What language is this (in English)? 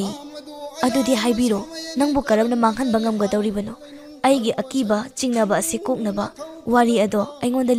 Manipuri